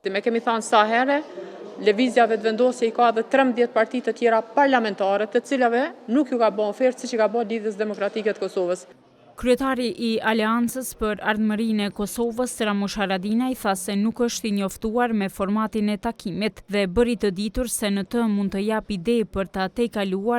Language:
Albanian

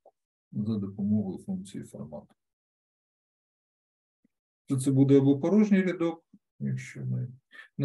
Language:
Ukrainian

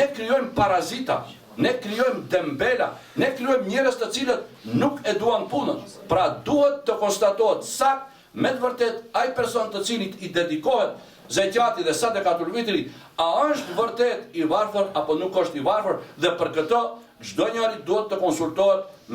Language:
Albanian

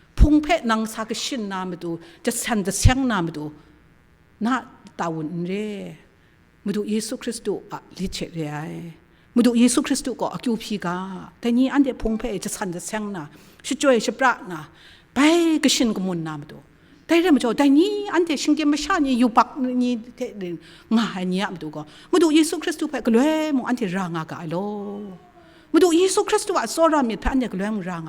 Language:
Kachin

